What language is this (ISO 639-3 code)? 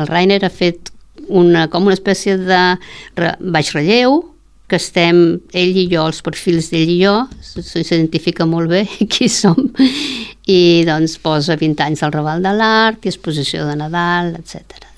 cat